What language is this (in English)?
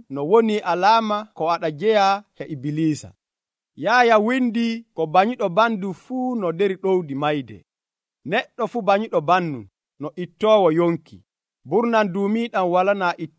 Nigerian Fulfulde